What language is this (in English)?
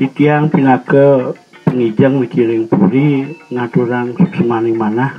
Balinese